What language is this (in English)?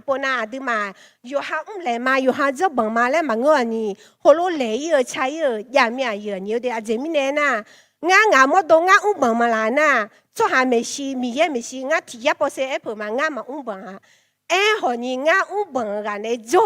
Akha